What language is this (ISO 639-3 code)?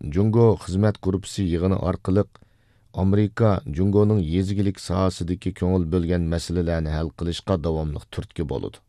uig